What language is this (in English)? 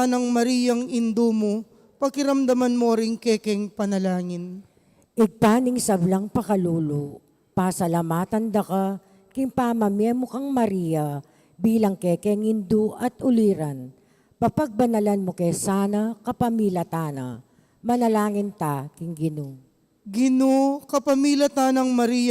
Pampanga